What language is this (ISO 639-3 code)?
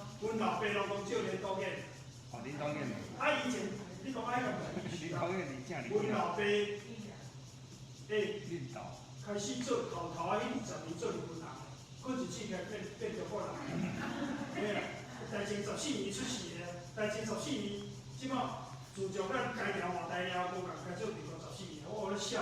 nan